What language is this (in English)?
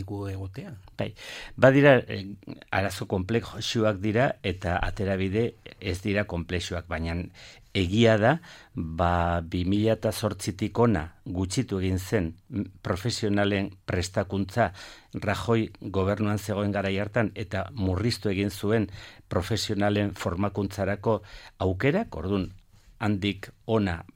Basque